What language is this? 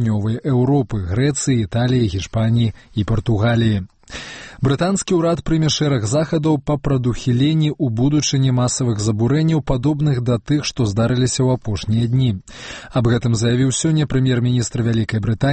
Belarusian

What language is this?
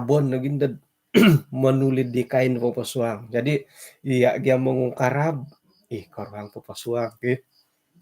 Central Dusun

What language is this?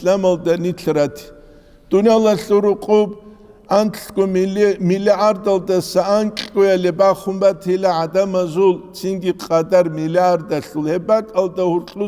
Avaric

